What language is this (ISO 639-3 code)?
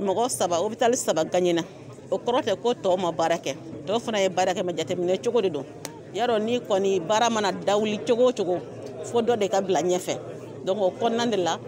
bam